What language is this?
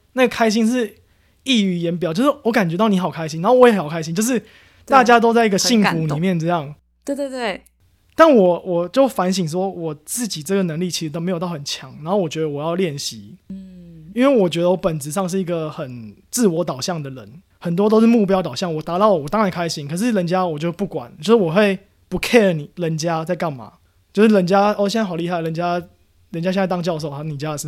Chinese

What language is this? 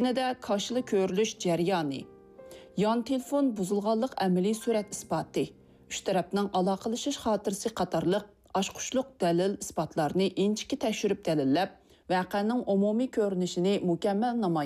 Uyghur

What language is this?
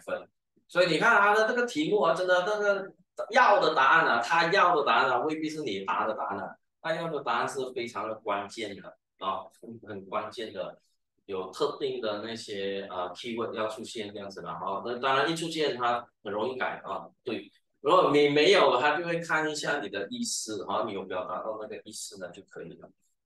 Chinese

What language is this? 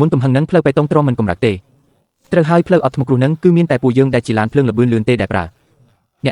Khmer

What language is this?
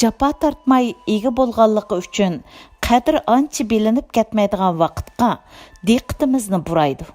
Uyghur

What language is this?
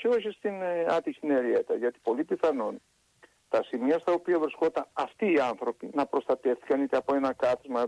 Greek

